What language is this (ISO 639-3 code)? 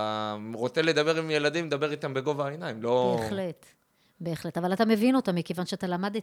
heb